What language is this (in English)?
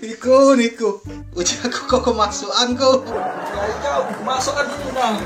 Musi